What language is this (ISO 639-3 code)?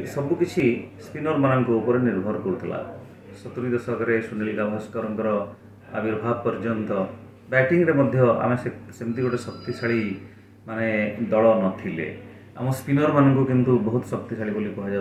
ori